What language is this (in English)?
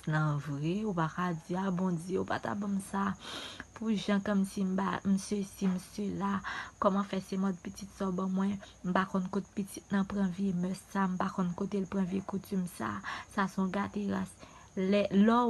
Haitian Creole